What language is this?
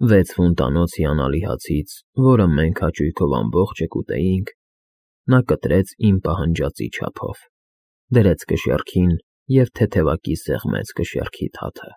Armenian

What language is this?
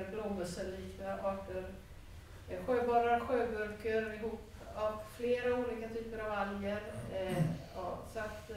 Swedish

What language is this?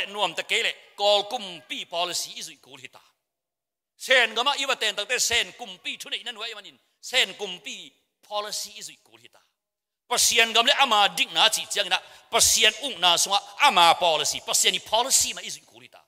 Tedim Chin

